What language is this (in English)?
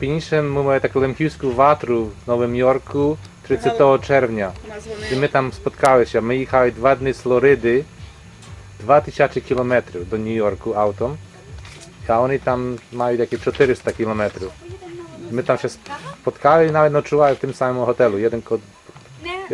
Rusyn